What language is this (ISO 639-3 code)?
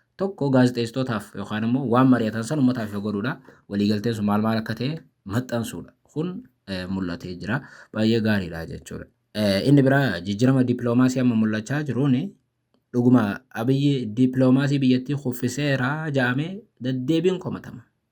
orm